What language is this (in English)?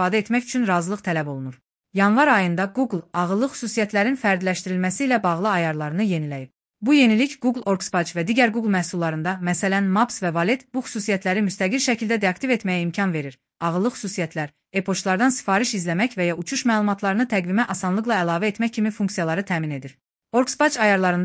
Azerbaijani